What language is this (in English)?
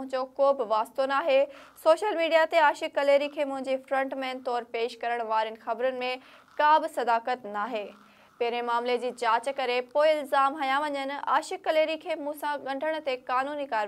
Sindhi